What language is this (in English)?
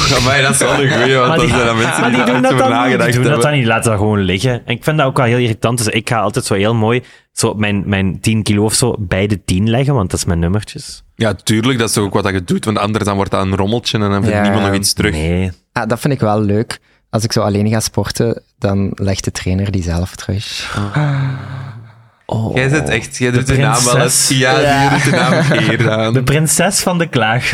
Dutch